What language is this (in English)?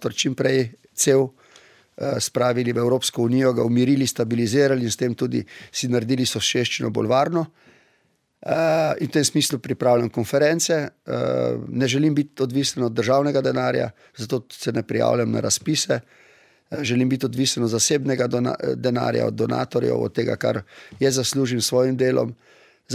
Slovenian